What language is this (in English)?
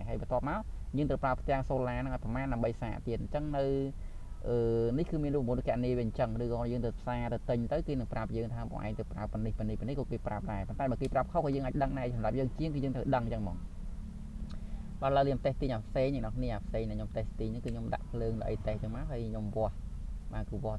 Khmer